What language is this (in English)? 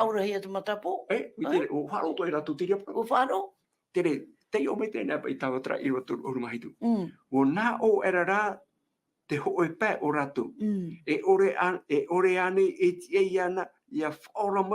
Tahitian